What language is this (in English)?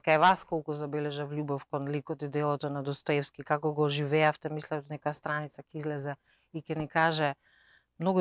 Macedonian